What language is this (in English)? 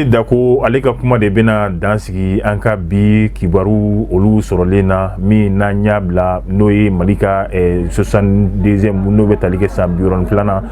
Bambara